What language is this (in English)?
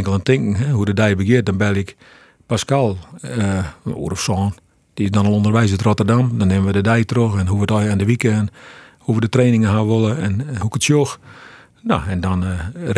Western Frisian